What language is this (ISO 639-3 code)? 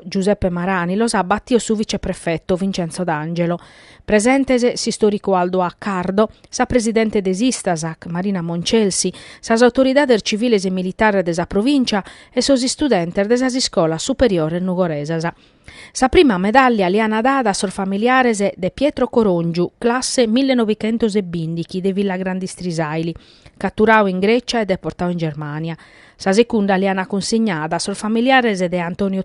srd